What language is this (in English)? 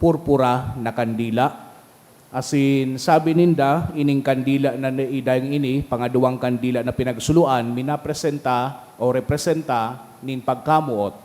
Bikol